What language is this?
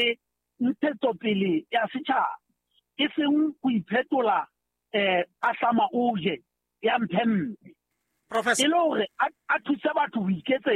Southern Sotho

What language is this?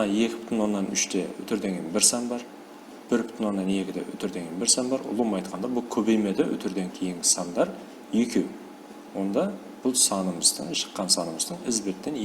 Kara-Kalpak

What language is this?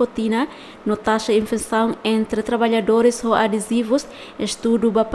Tetum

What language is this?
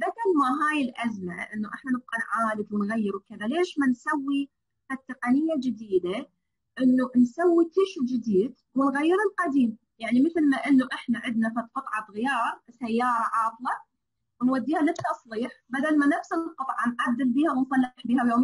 Mesopotamian Arabic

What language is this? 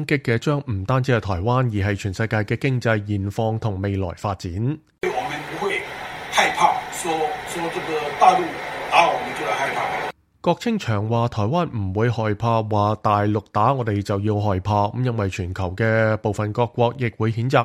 Cantonese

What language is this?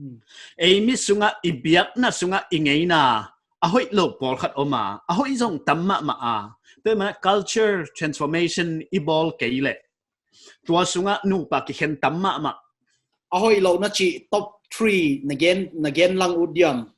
Paite Chin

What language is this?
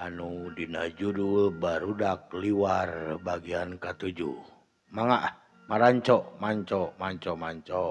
Sundanese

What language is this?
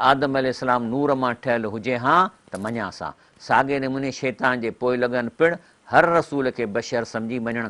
Sindhi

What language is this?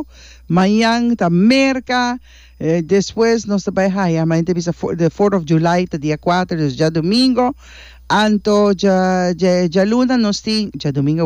Papiamento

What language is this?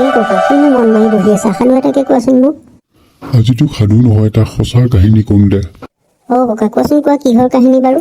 Assamese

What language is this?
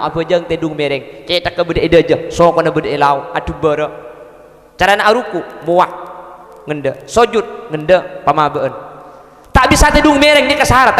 Madurese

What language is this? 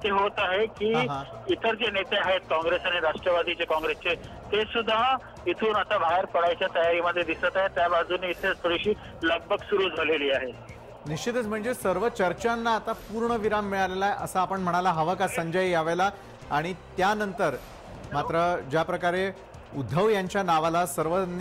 Marathi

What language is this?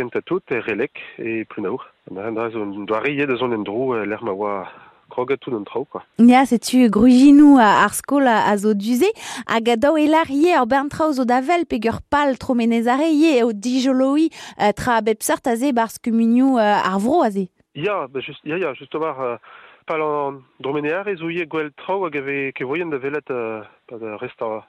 Breton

